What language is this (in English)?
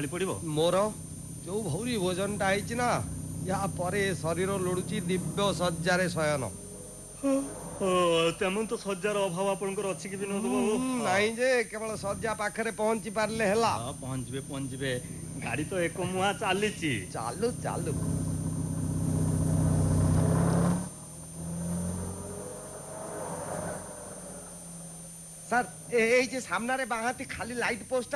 Odia